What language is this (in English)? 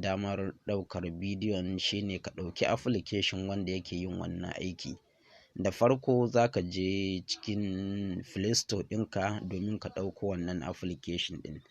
Hausa